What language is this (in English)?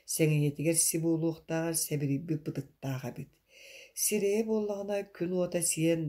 Yakut